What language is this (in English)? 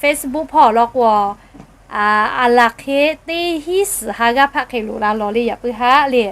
Lahu